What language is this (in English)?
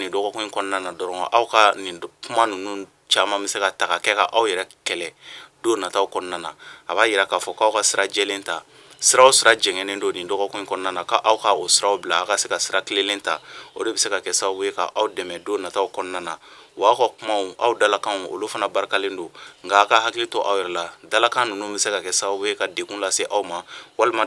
Bambara